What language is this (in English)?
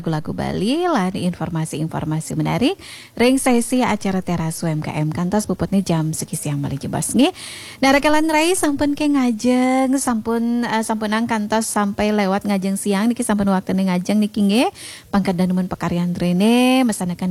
Balinese